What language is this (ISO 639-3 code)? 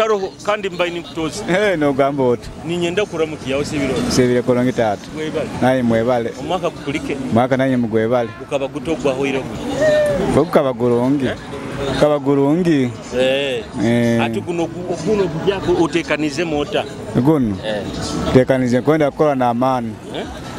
nyo